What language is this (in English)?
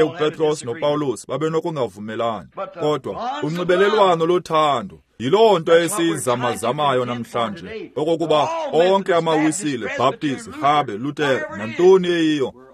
Xhosa